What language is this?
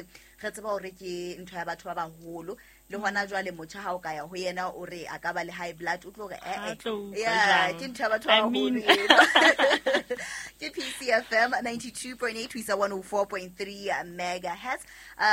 Southern Sotho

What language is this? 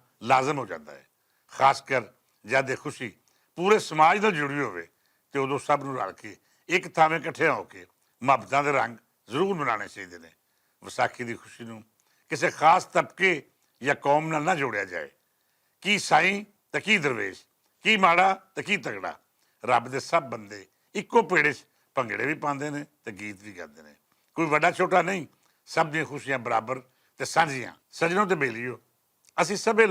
Western Panjabi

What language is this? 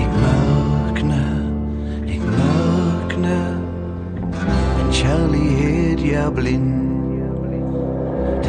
Norwegian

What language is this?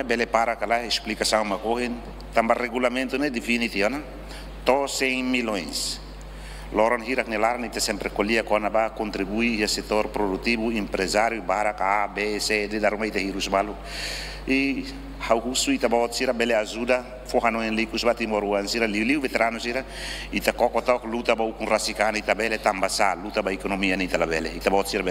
Tetum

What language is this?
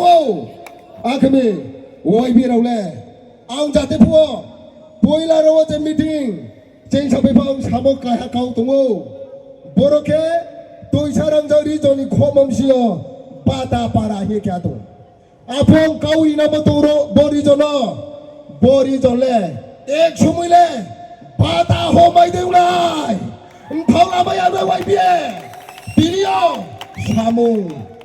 Riang (India)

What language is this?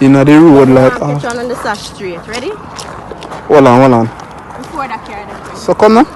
Jamaican Creole English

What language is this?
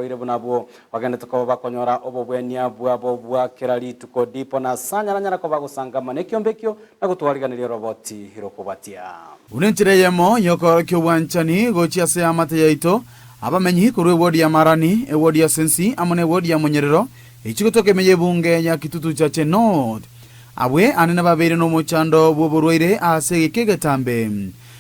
Gusii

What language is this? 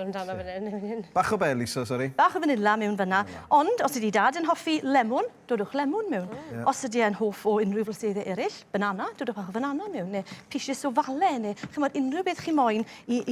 Welsh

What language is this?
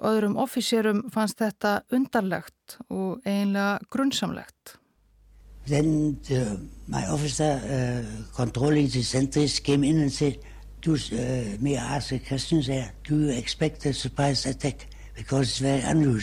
Icelandic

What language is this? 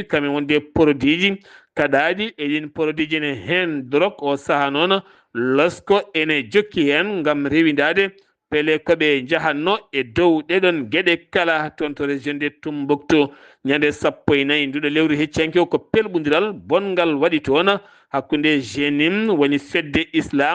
Fula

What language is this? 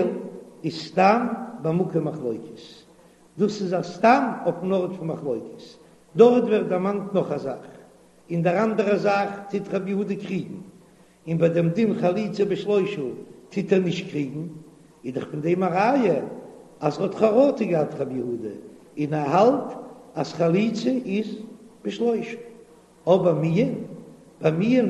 Yiddish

